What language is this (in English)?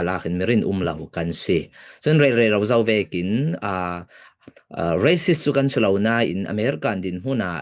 Falam Chin